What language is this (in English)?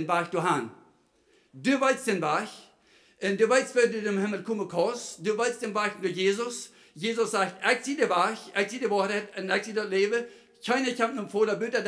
Plautdietsch